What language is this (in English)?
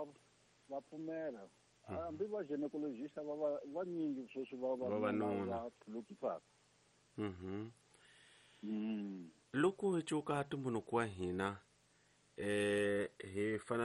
Tsonga